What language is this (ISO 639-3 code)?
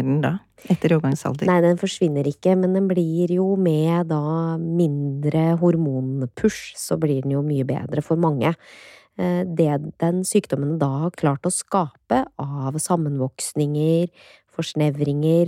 nor